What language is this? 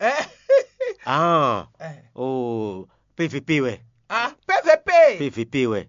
Fon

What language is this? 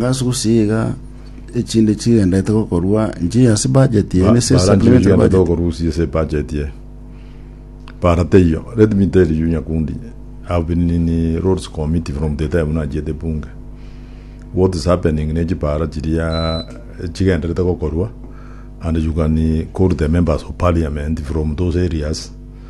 Gusii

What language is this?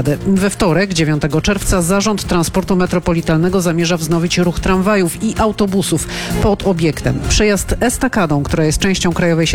Polish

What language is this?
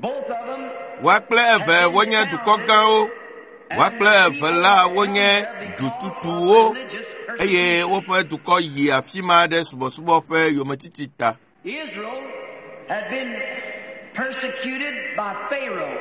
Ewe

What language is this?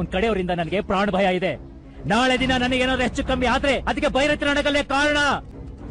Kannada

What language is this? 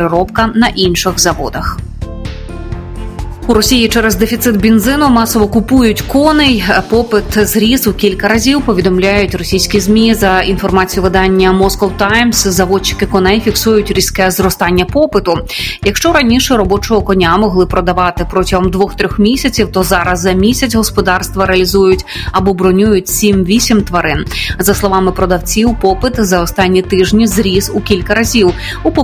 Ukrainian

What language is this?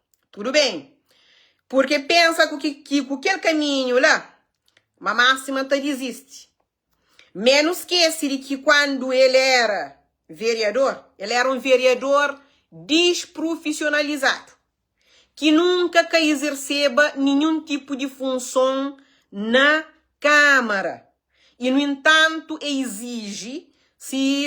Kabuverdianu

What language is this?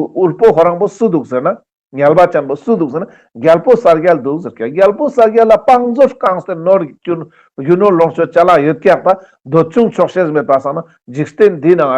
Ladakhi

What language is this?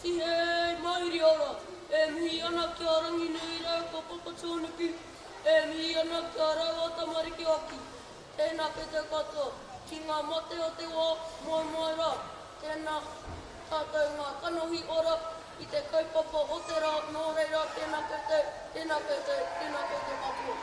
Māori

